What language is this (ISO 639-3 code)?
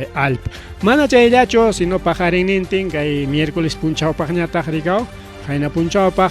quy